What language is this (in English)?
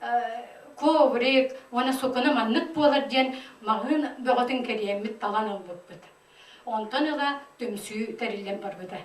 Yakut